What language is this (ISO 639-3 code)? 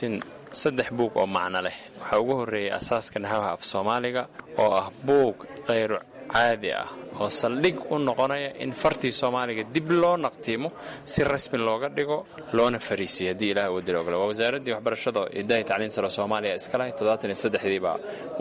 som